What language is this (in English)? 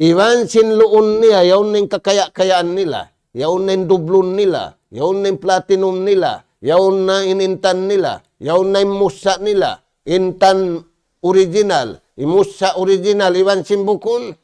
Tausug